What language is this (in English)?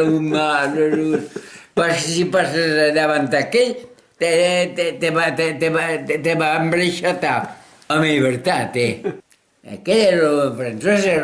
Occitan